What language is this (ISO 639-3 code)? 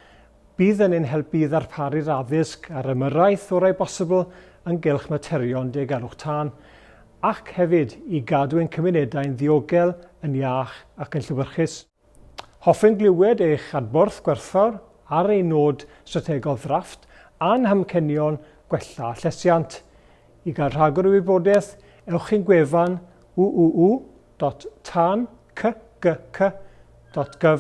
cym